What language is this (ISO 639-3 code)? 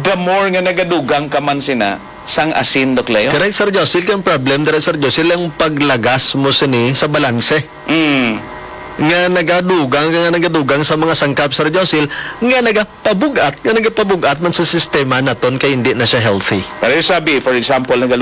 hil